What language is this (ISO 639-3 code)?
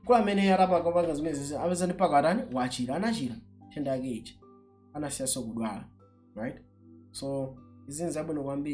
nya